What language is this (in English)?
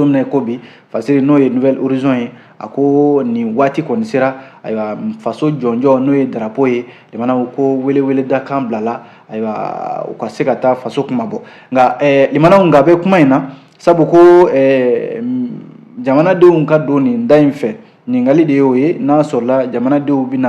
Bambara